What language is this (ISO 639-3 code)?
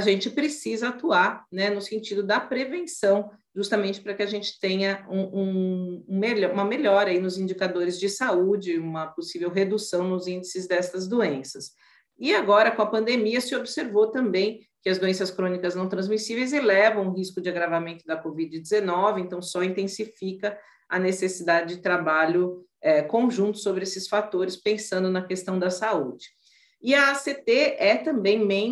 por